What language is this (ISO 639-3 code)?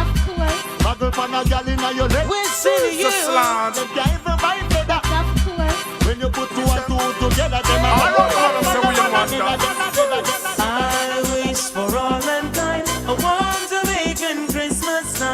jam